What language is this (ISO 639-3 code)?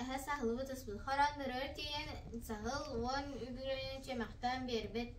sah